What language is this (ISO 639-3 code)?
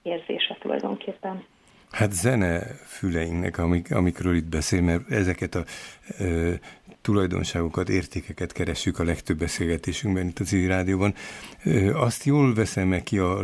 hun